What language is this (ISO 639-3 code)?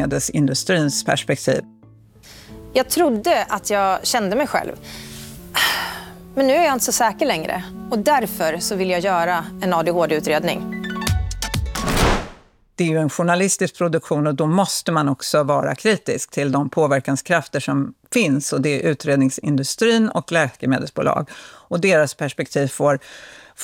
swe